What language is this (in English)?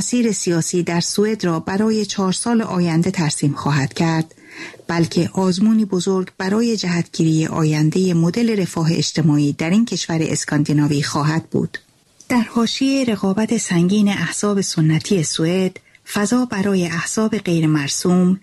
Persian